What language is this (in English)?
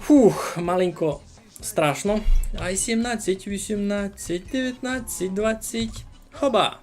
Rusyn